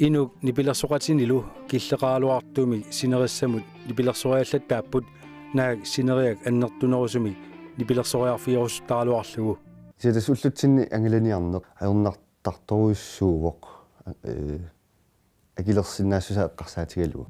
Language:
Kalaallisut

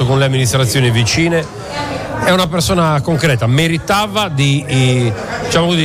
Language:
Italian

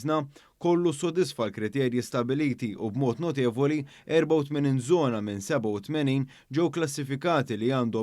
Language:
Maltese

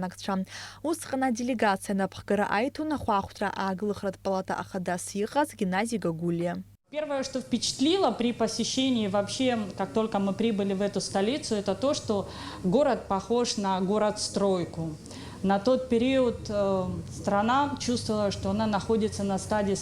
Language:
Abkhazian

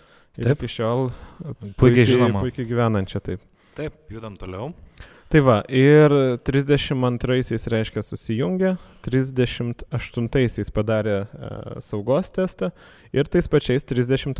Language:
Lithuanian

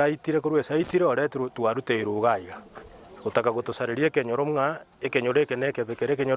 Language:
Gusii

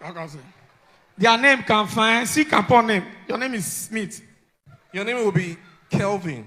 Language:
Nigerian Pidgin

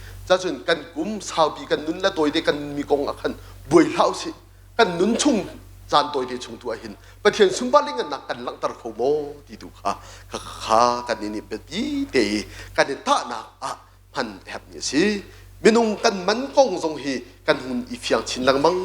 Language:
Hakha Chin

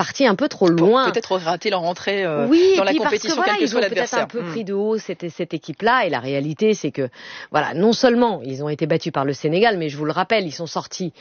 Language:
French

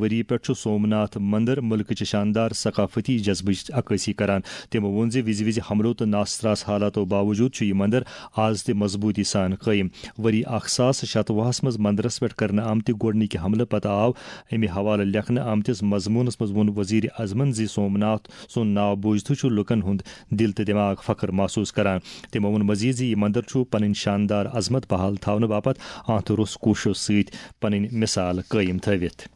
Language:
Kashmiri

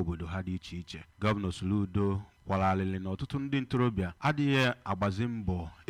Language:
Igbo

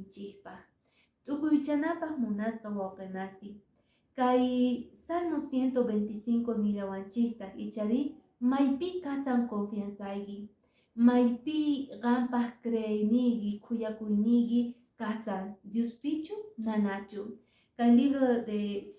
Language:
Quechua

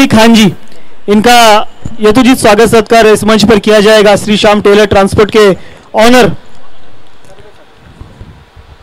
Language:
Marathi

